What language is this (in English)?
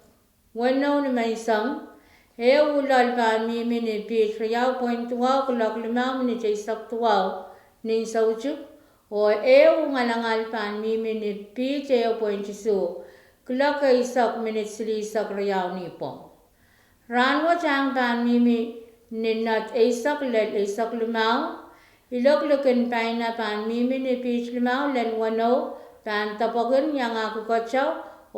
Pohnpeian